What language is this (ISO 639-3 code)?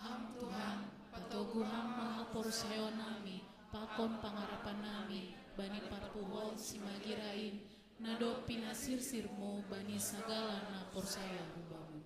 bts